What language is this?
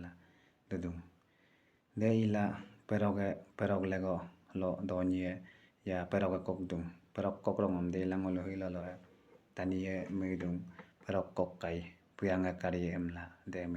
Adi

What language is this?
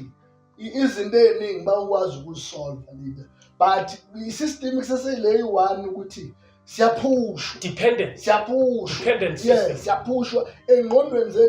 Zulu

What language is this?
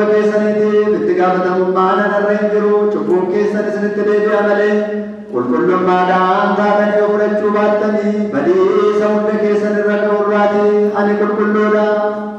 Oromo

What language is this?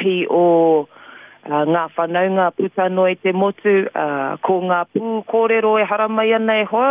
Māori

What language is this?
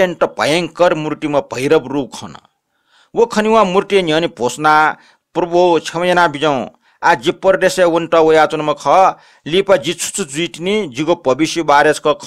Newari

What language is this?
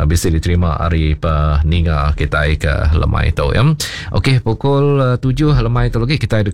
Iban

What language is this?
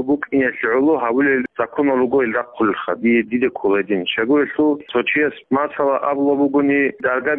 Avaric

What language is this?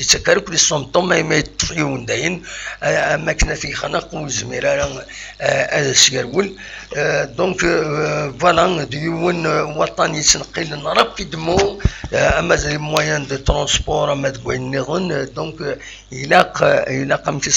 Kabyle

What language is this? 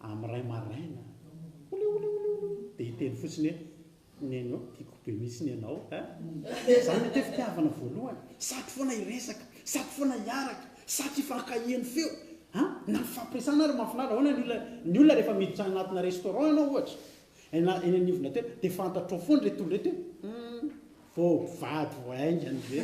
Malagasy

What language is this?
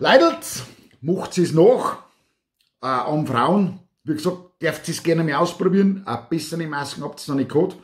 Bavarian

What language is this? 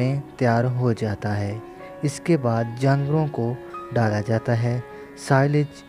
Urdu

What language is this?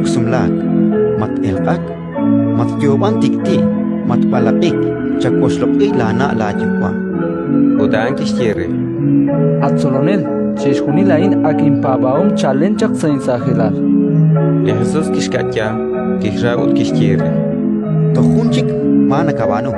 Kekchí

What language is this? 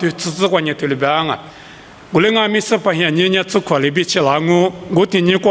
Lisu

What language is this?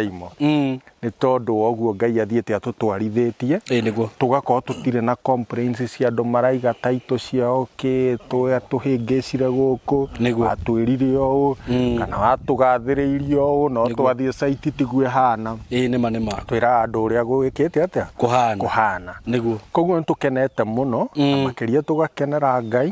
Kikuyu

